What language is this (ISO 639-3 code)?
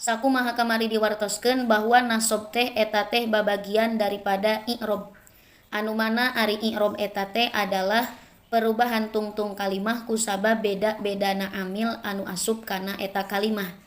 sun